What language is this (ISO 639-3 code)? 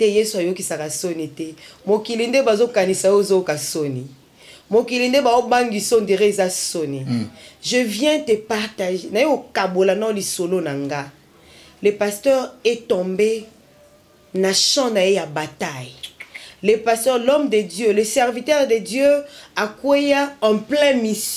lin